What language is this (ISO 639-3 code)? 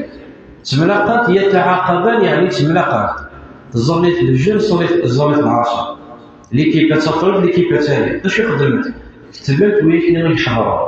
kab